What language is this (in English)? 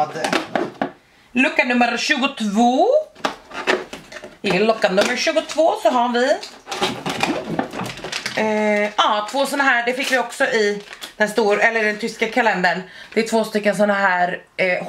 Swedish